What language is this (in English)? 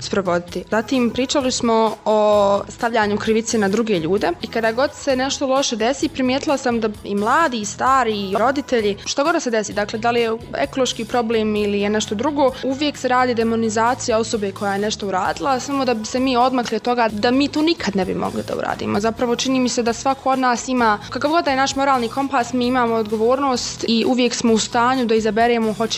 Bosnian